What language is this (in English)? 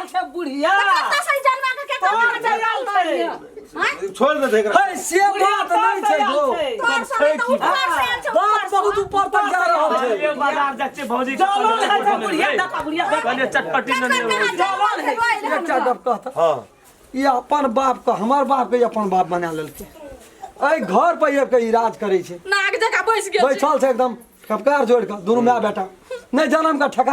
Maithili